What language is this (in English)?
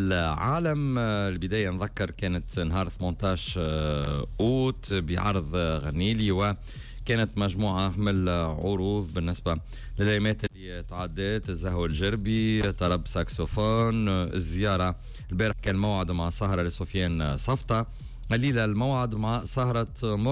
Tunisian Arabic